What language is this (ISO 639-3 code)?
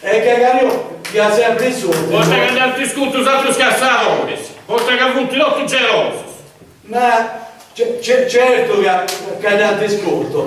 srd